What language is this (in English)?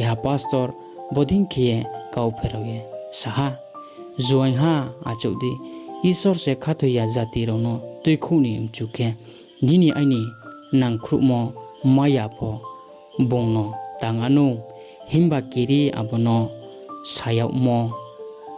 Riang (India)